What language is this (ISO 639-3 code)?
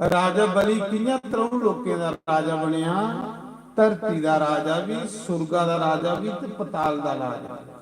doi